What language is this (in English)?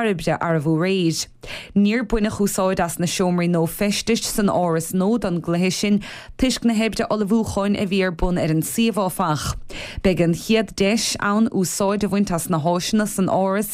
Irish